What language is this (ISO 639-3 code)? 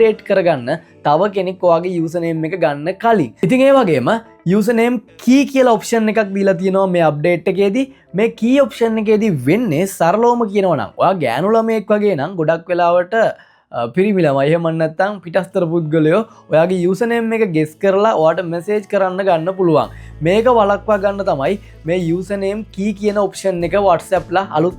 sin